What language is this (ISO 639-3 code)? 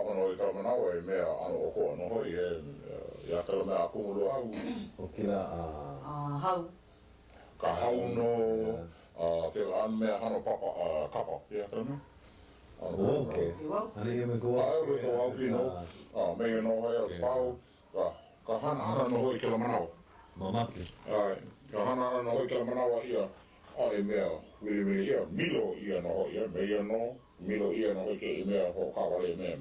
haw